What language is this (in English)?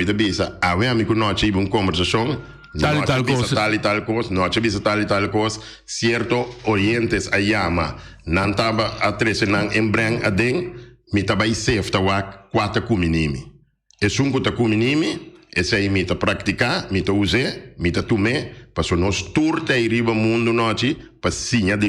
Papiamento